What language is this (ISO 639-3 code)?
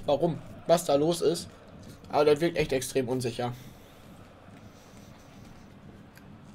deu